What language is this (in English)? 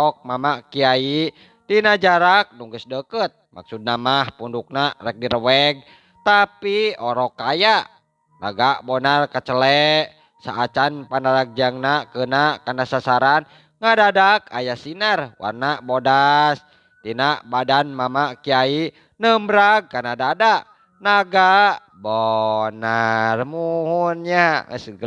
Sundanese